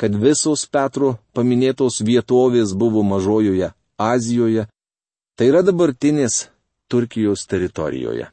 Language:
Lithuanian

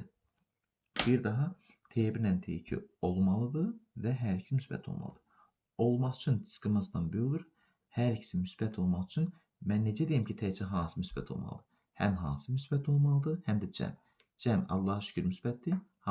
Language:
Azerbaijani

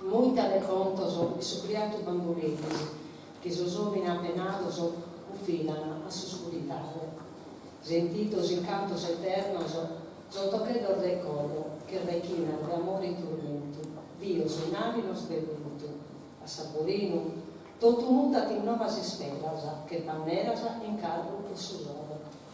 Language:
Sardinian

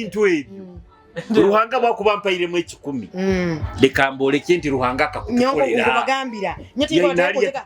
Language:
Nyoro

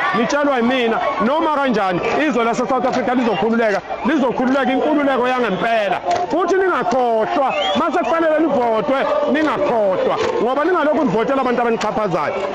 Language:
Zulu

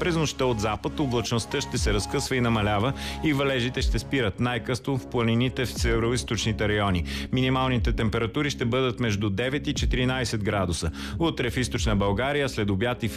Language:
Bulgarian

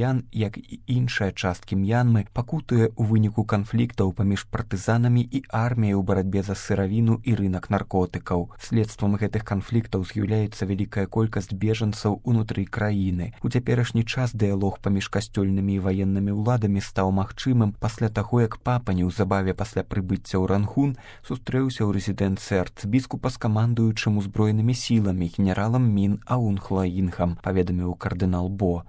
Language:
Belarusian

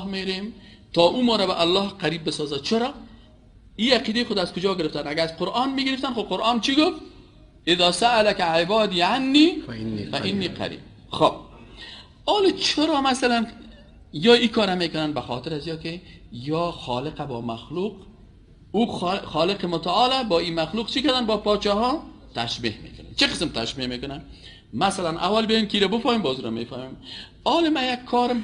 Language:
Persian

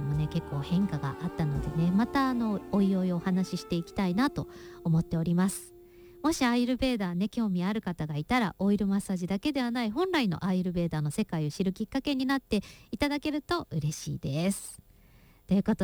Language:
Japanese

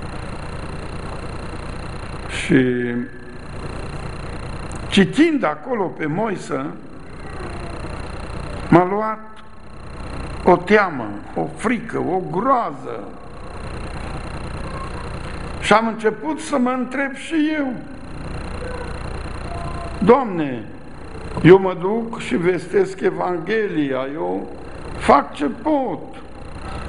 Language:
Romanian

